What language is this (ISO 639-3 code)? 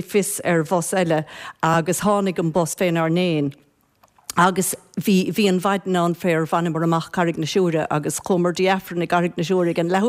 gle